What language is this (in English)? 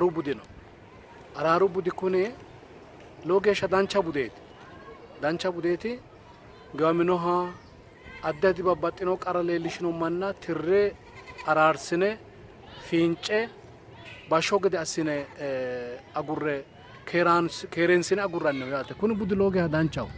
Sidamo